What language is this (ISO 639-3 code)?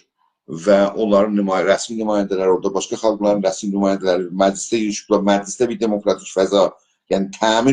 azb